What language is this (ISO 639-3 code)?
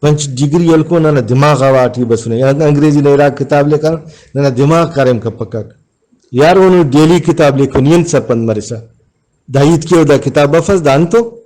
brh